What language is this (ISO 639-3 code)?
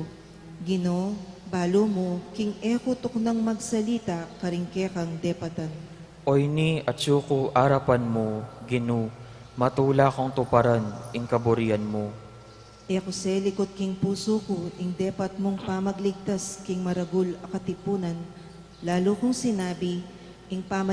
pam